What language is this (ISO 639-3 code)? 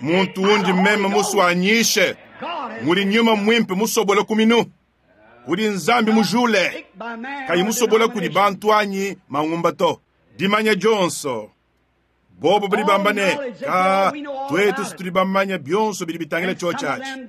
lua